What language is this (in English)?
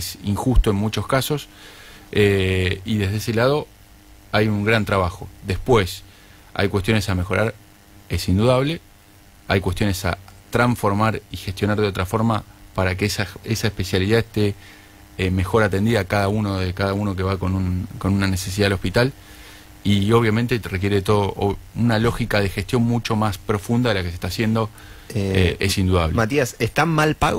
Spanish